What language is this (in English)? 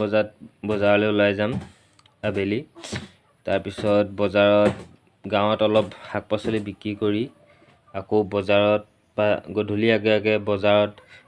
Assamese